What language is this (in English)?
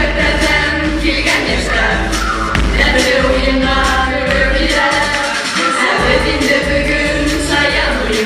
Bashkir